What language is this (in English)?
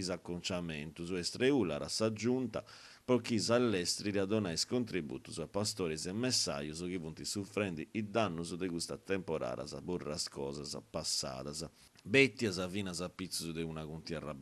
Sardinian